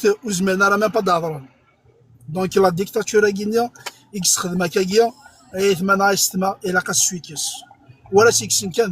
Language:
Kabyle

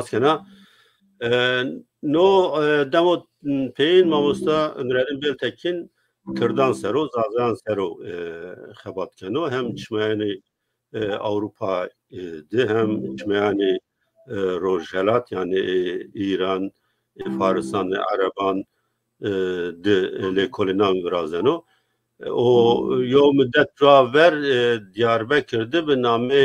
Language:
Zaza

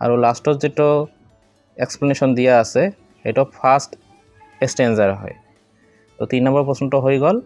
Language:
Assamese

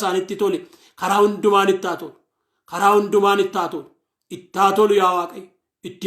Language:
Oromo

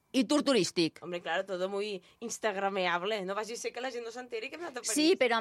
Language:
Catalan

